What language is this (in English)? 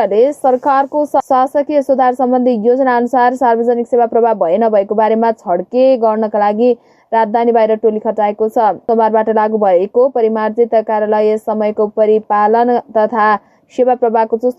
Nepali